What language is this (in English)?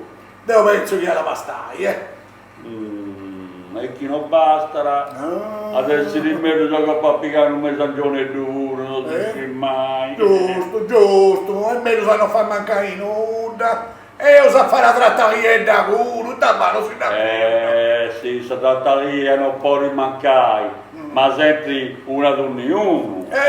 Sardinian